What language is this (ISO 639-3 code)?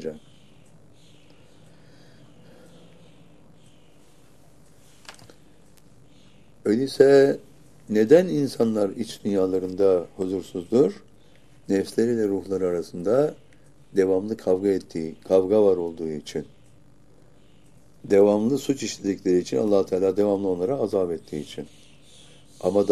tur